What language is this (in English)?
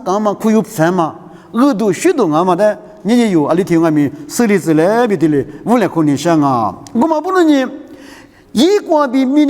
Lisu